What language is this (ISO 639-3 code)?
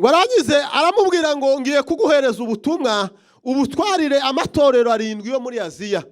kin